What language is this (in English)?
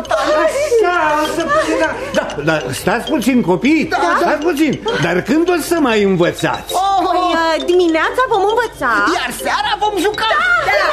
Romanian